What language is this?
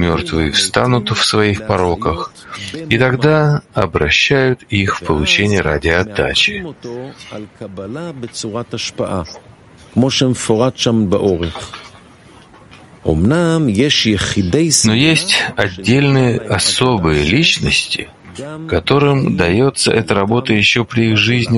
Russian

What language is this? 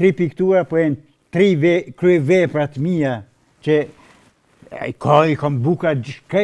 Albanian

